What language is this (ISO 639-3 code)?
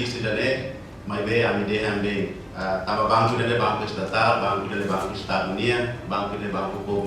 tet